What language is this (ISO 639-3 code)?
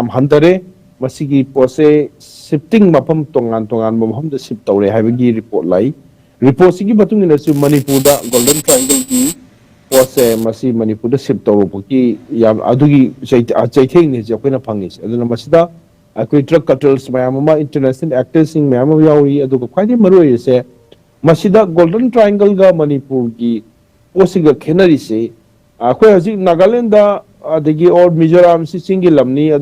mni